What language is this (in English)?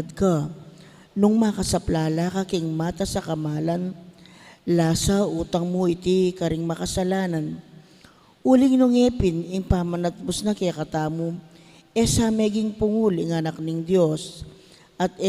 Pampanga